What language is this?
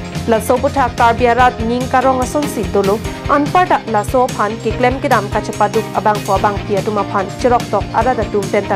Karbi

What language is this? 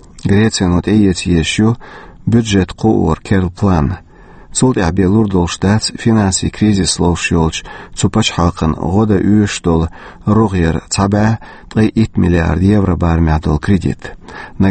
Chechen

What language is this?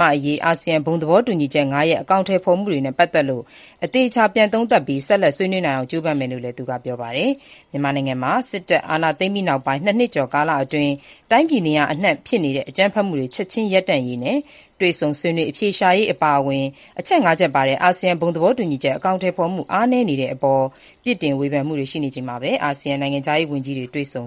Burmese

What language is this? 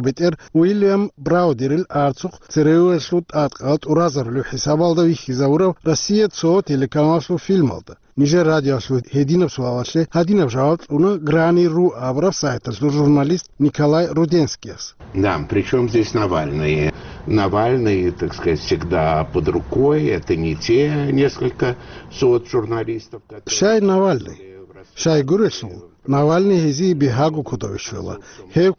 Avaric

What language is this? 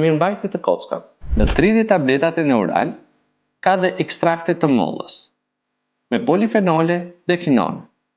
Albanian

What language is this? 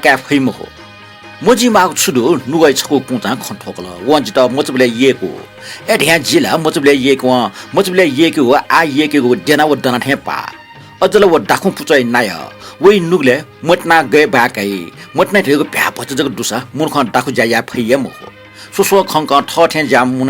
Newari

